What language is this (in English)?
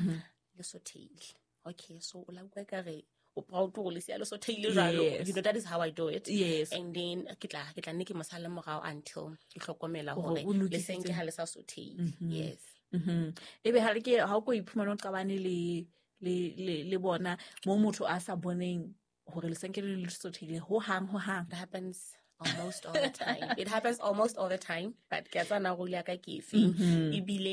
Southern Sotho